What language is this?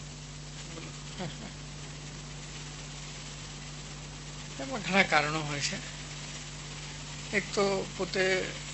Gujarati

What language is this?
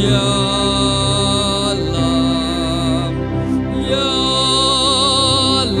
Khasi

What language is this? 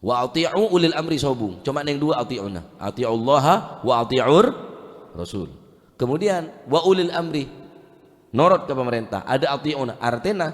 Madurese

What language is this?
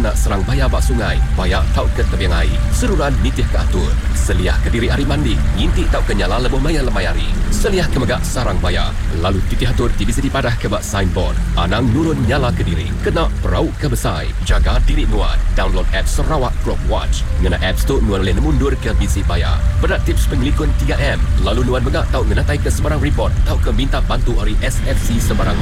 Iban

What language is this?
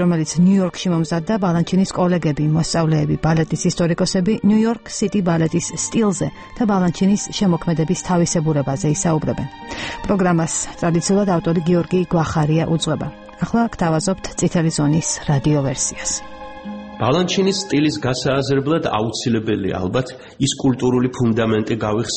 Georgian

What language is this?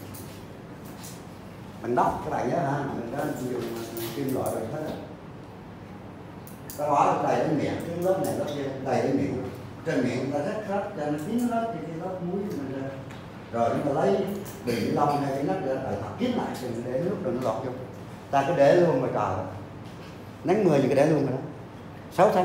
Vietnamese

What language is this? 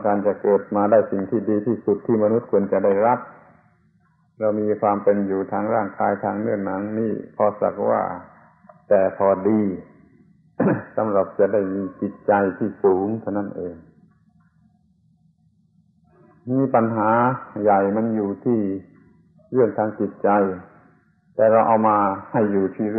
Thai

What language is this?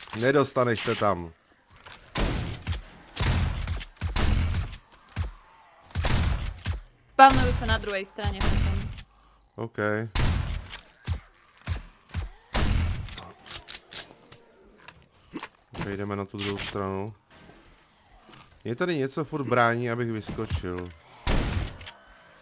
Czech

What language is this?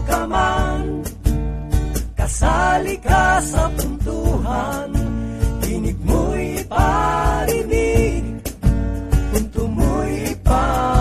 Filipino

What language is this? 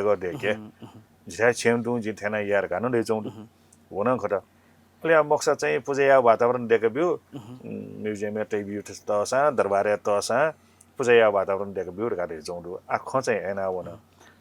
Newari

